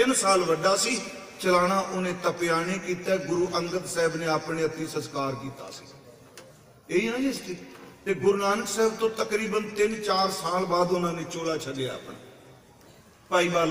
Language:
Punjabi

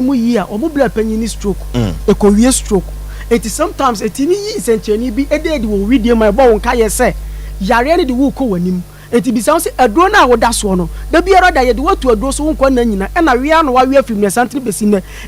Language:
Akan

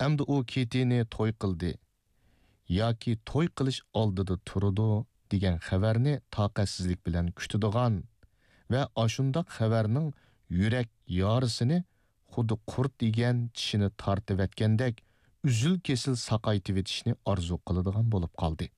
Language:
Uyghur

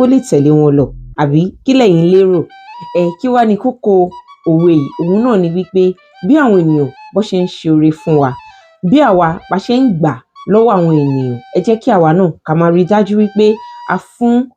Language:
Yoruba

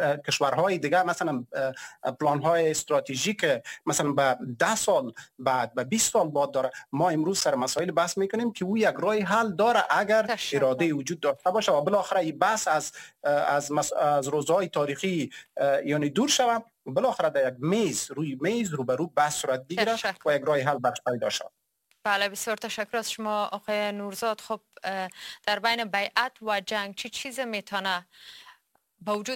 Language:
Persian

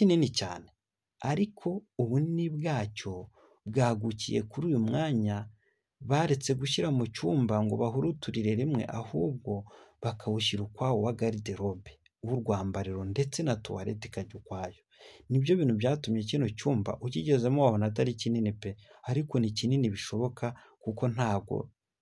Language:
Kinyarwanda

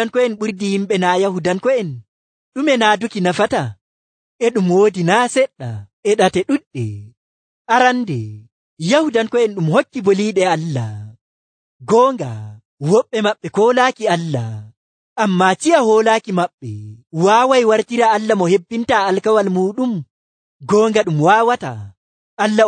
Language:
Nigerian Fulfulde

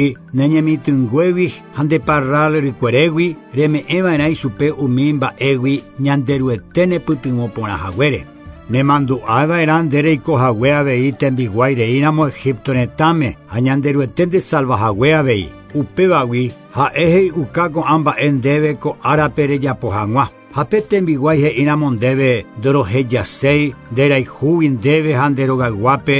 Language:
Guarani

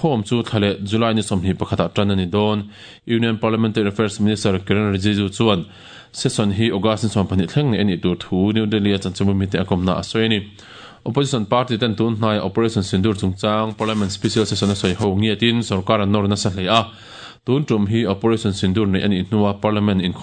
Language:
Mizo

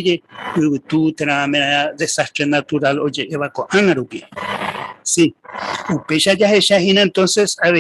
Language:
Guarani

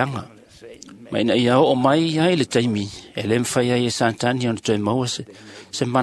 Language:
Samoan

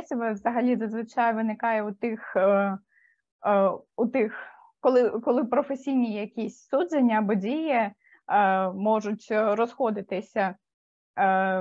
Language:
Ukrainian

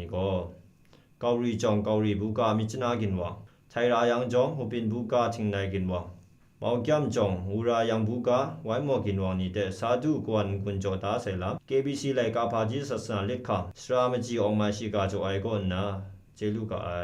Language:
Kachin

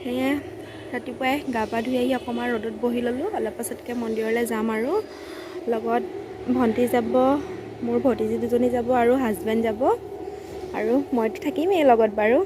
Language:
Assamese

